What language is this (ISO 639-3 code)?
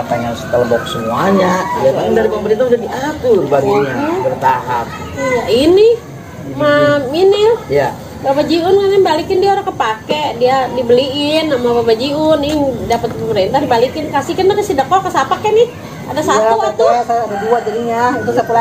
bew